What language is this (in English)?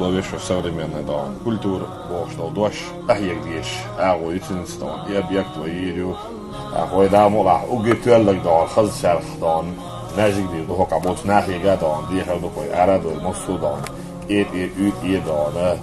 Chechen